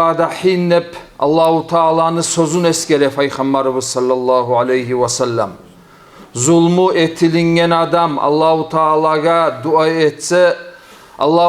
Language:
Kumyk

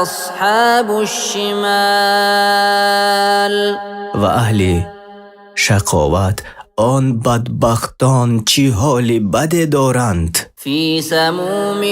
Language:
Persian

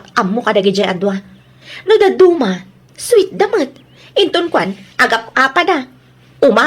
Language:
Iloko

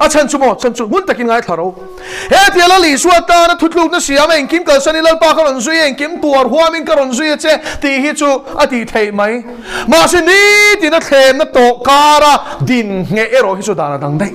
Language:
Mizo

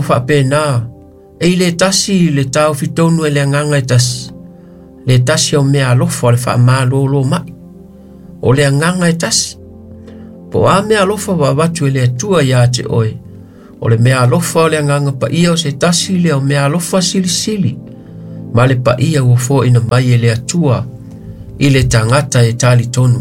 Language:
Samoan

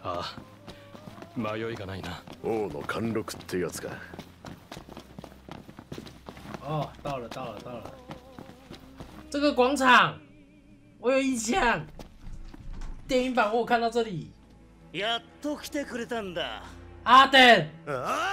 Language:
Japanese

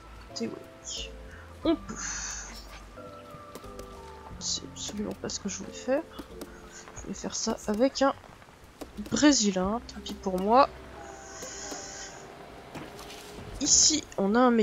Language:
French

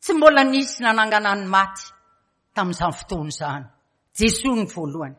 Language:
Malagasy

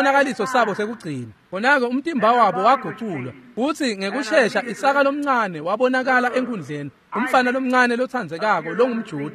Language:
Swati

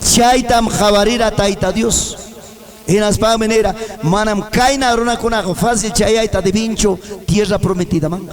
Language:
Ayacucho Quechua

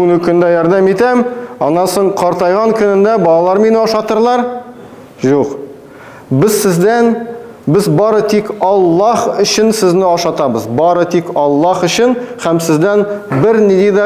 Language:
Tatar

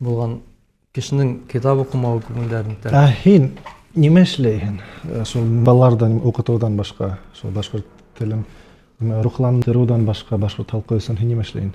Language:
Bashkir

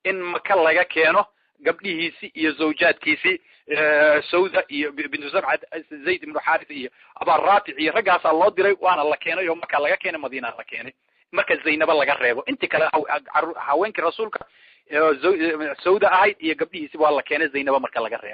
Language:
Somali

